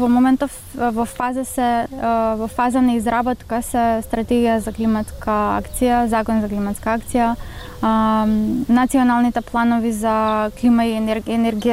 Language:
Macedonian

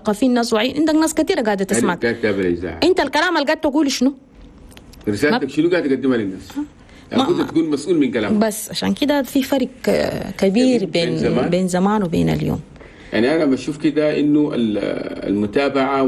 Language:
Chadian Arabic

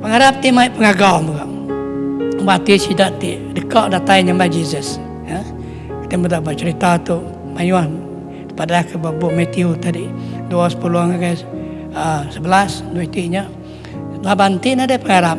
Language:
Iban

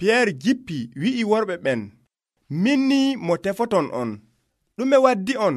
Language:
Nigerian Fulfulde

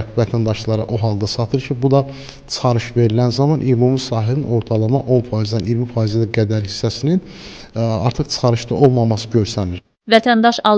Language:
Azerbaijani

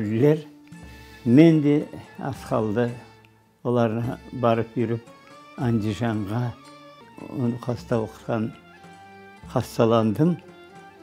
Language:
Crimean Tatar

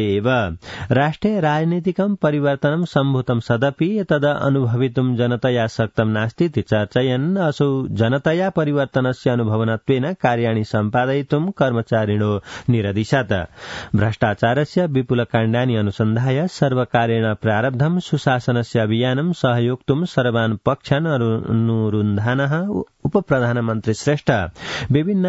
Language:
Sanskrit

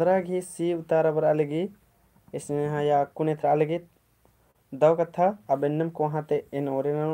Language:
Kurukh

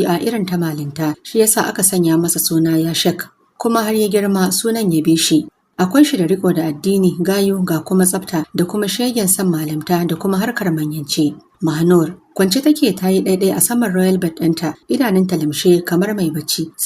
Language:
Hausa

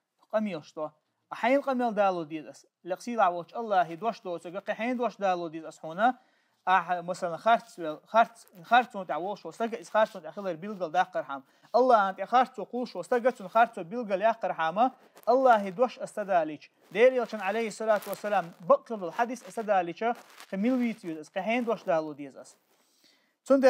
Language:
Chechen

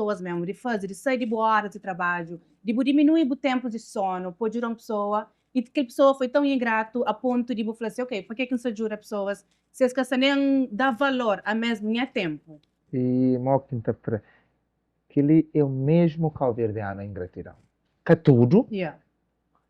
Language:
Kabuverdianu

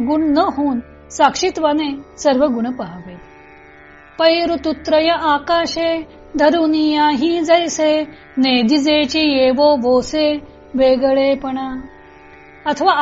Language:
Marathi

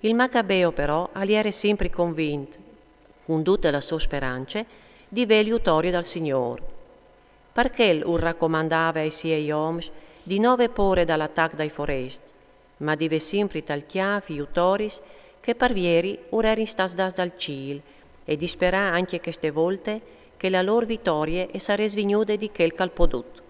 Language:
Friulian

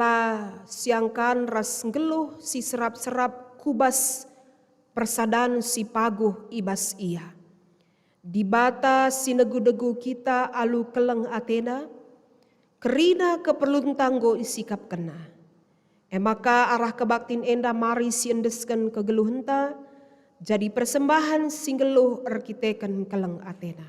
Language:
Batak Karo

